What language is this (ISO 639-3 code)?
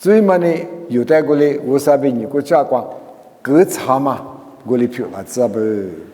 lis